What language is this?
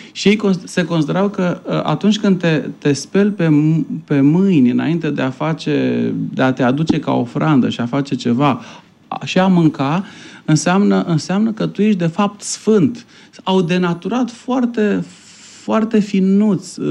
Romanian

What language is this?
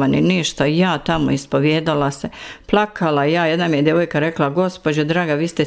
Bosnian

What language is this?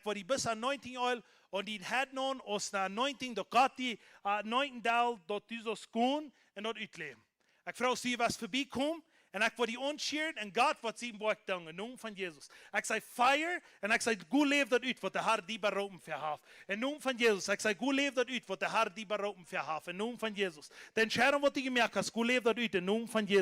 Plautdietsch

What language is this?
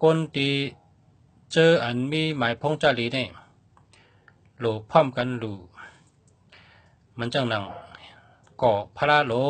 Shan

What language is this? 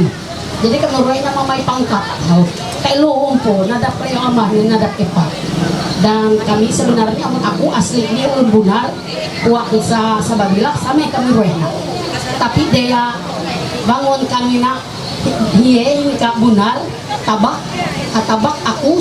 Ma'anyan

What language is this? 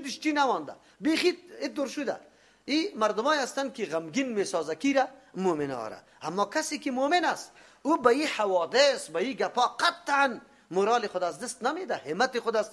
Persian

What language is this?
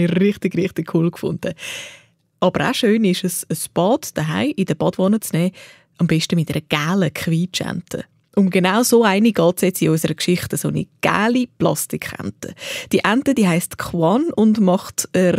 Swiss German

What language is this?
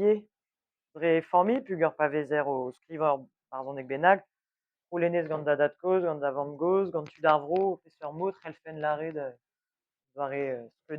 Breton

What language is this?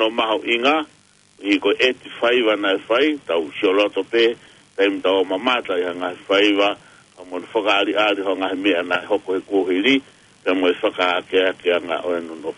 Tongan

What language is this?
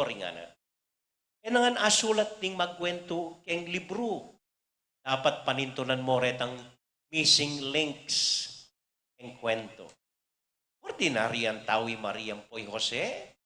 Pampanga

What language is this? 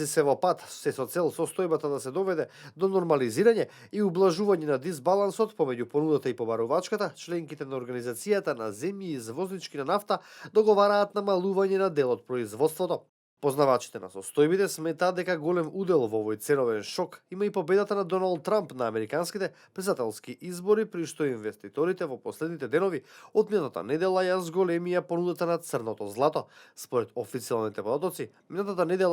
Macedonian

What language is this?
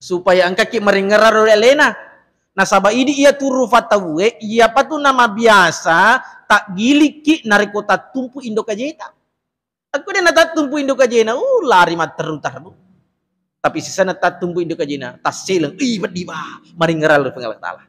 Buginese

